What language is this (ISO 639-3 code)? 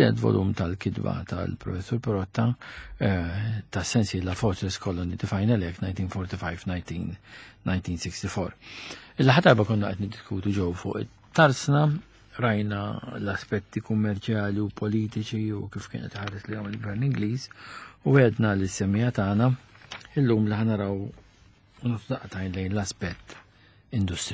mlt